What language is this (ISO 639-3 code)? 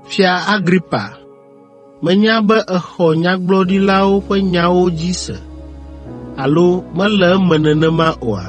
ewe